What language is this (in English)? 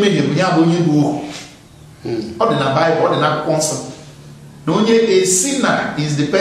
Igbo